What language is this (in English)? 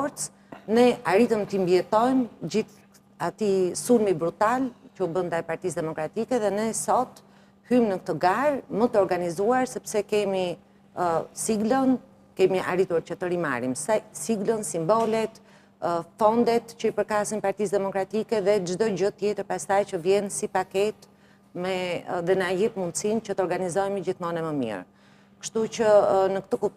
Albanian